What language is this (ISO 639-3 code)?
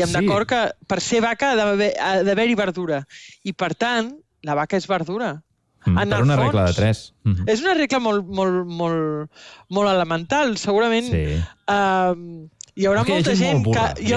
cat